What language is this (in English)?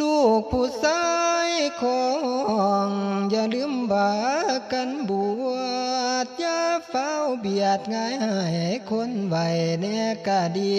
Northeastern Thai